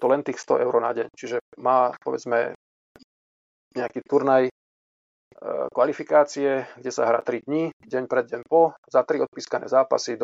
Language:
Slovak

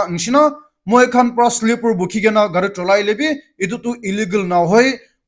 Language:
Naga Pidgin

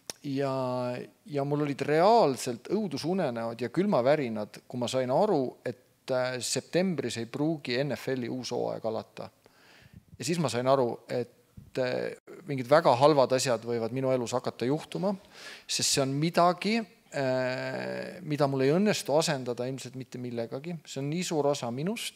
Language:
Estonian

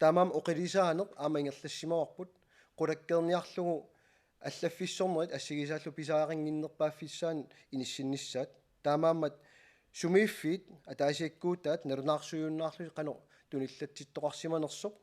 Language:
Kalaallisut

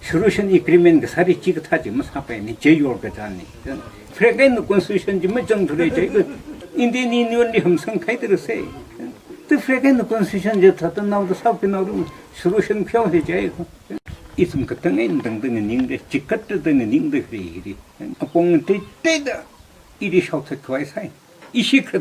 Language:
Tangkhul Naga (India)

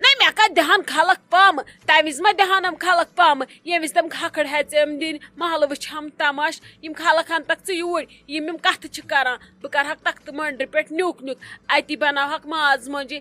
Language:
Kashmiri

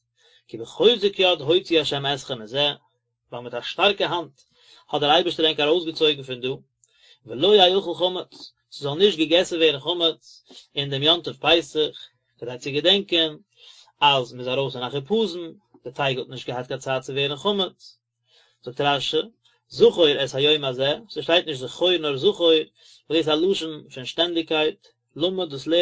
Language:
Yiddish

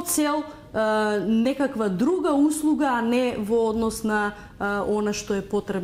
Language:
Macedonian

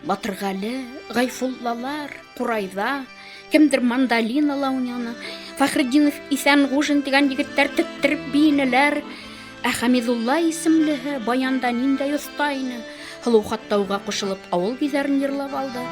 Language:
Bashkir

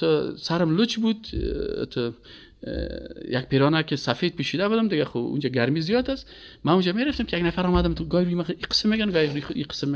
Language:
Persian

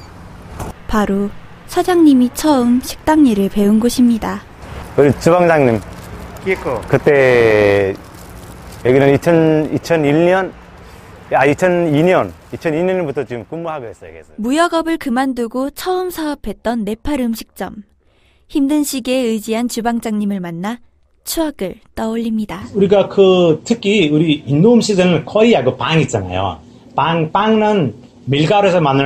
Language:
Korean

